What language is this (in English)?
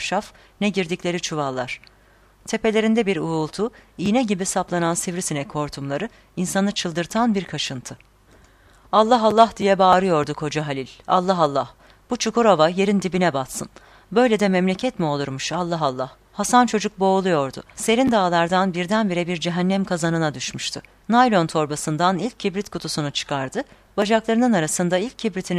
Turkish